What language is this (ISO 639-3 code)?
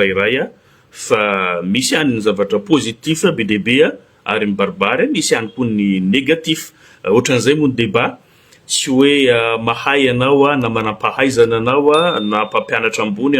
mlg